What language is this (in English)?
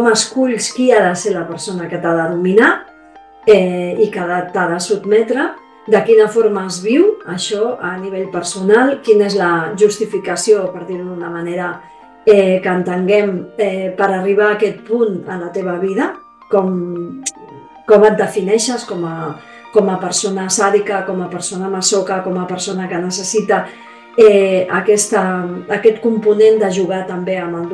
Catalan